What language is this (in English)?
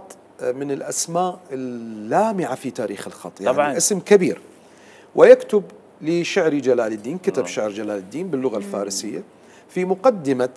Mesopotamian Arabic